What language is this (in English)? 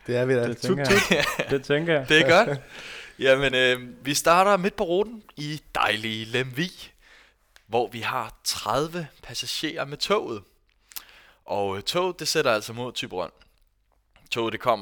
Danish